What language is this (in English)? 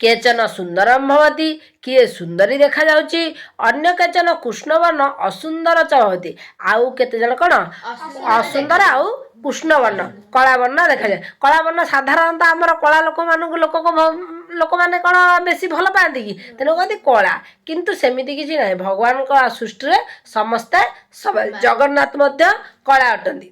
Odia